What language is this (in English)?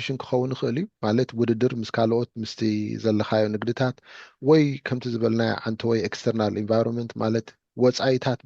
Tigrinya